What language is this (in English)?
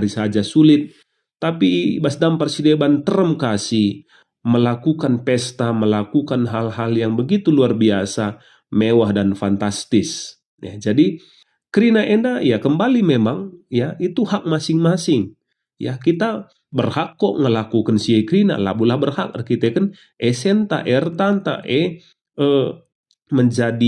Batak Karo